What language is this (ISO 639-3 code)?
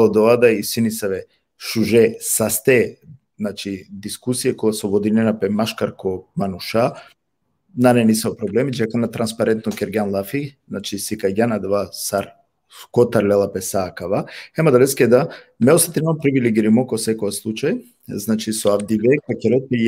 rmn